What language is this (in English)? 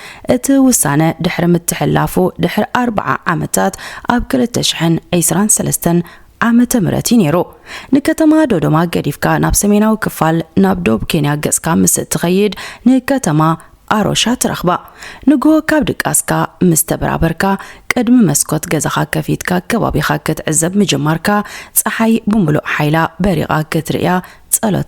Tigrinya